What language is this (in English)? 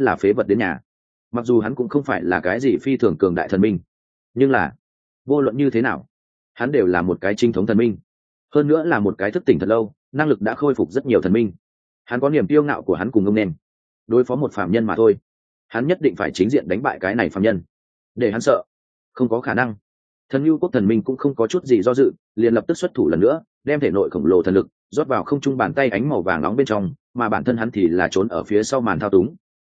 Vietnamese